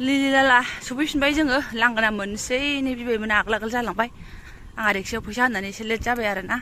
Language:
Bodo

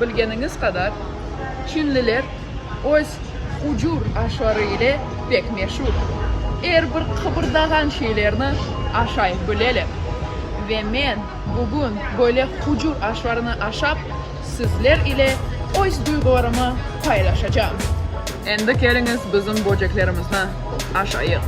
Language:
Crimean Tatar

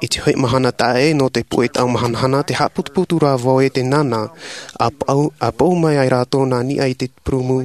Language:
Tahitian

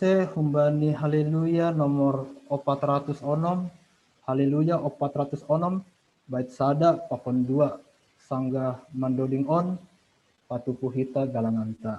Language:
Batak Simalungun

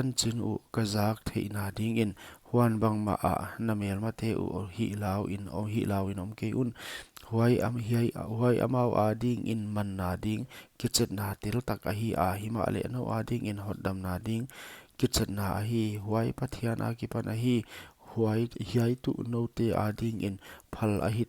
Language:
Paite Chin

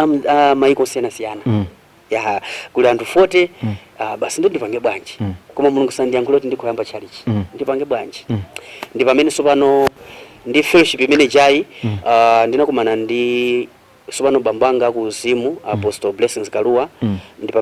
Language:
Nyanja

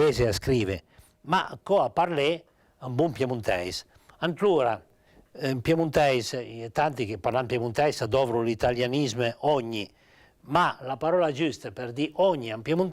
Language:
Piedmontese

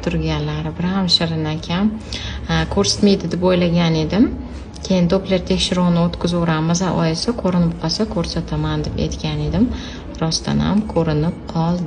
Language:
Uzbek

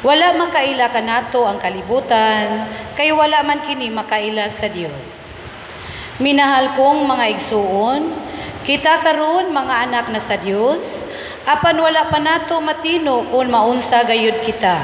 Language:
Cebuano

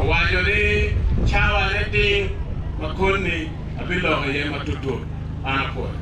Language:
Acoli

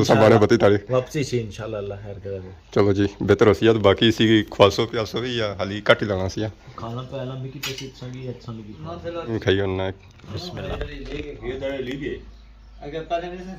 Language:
Pahari-Potwari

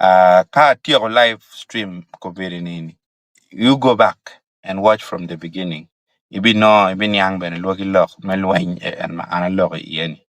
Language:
Acoli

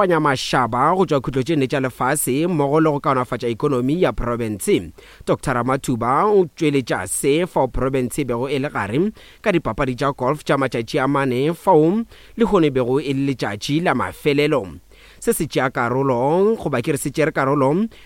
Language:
Northern Sotho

